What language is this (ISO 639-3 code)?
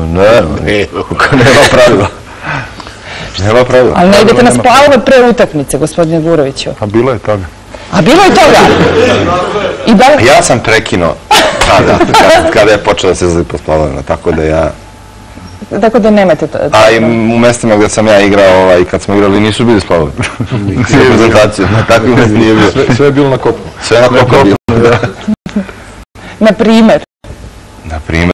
srp